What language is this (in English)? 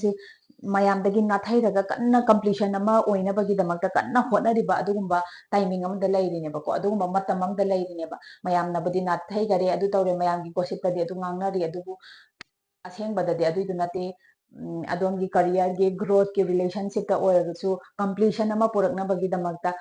Manipuri